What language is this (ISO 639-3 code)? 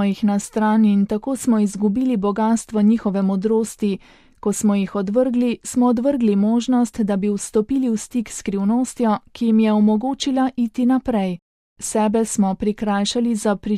slv